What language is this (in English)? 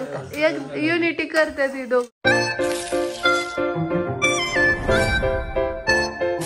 Marathi